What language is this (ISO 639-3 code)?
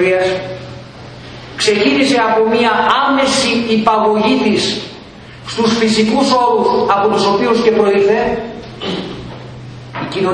ell